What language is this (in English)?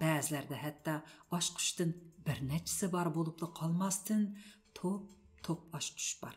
Uyghur